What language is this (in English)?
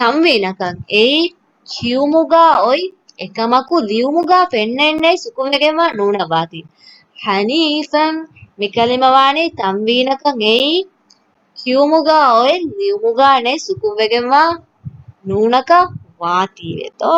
Divehi